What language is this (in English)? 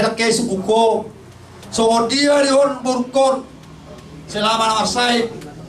Batak Toba